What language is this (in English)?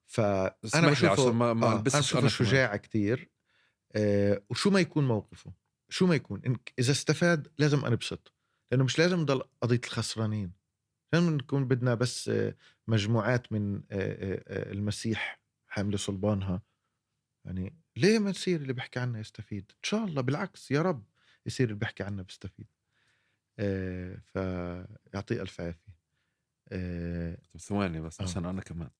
North Levantine Arabic